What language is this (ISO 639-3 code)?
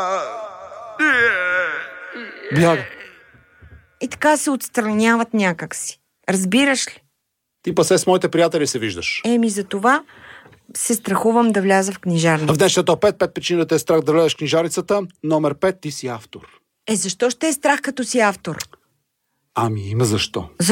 bul